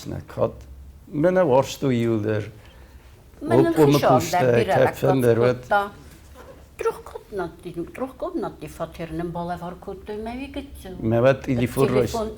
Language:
Ossetic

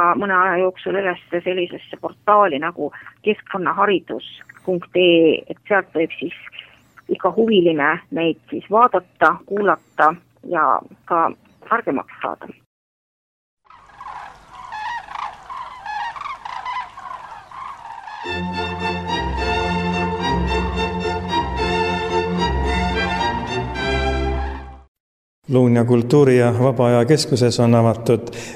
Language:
Estonian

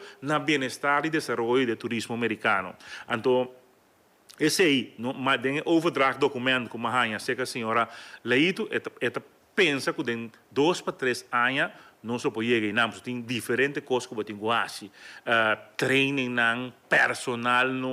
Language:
Papiamento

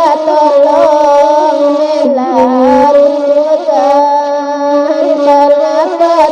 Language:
Minangkabau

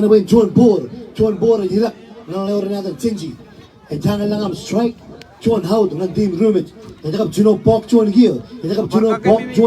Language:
Marshallese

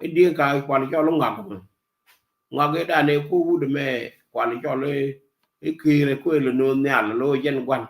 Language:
Nuer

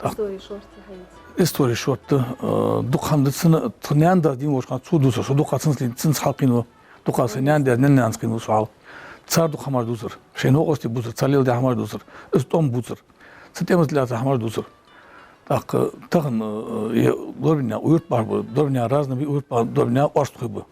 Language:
Ingush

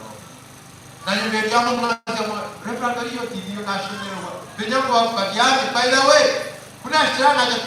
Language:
Nyankole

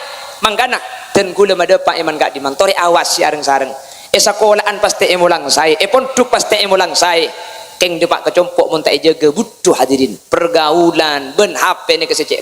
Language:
Madurese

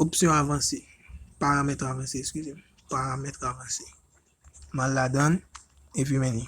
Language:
Haitian Creole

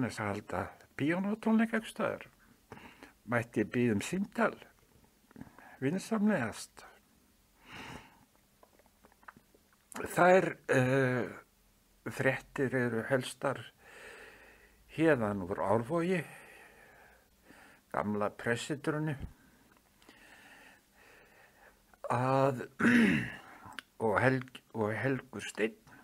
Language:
Icelandic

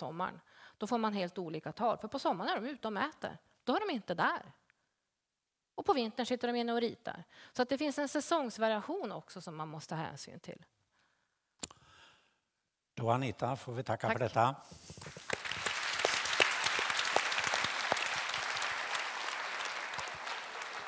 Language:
Swedish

